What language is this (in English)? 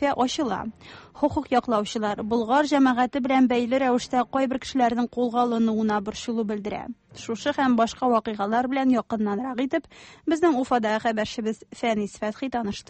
Tatar